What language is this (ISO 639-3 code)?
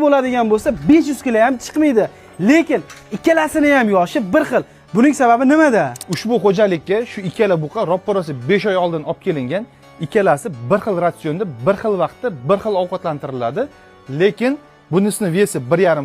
uzb